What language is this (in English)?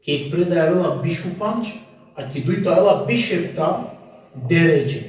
Balkan Romani